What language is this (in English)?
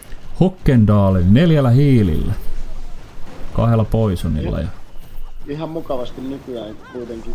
Finnish